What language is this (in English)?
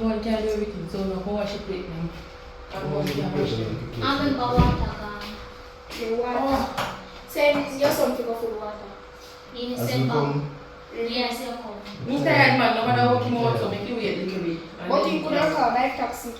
Jamaican Creole English